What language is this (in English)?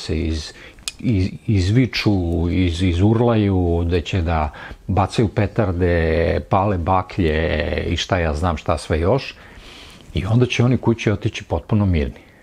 Serbian